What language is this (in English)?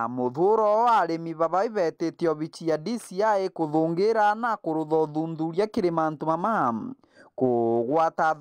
Meru